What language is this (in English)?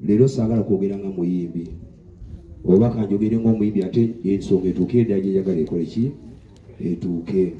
Ganda